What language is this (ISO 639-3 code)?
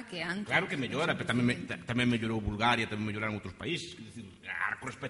glg